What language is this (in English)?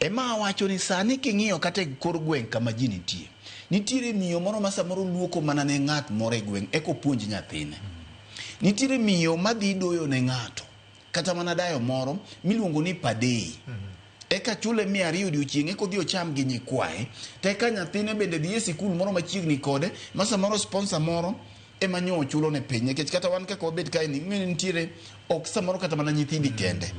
Luo (Kenya and Tanzania)